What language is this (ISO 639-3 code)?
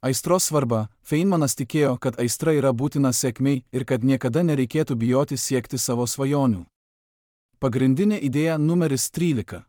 lit